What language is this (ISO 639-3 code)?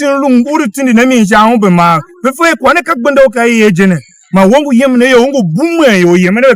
tiv